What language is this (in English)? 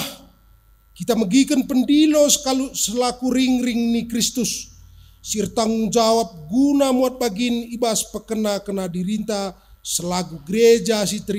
Batak Karo